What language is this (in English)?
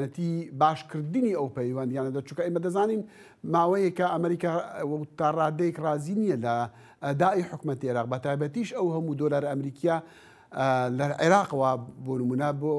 Central Kurdish